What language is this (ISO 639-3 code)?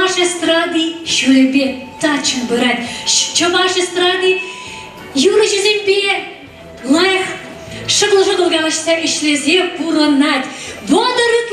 chv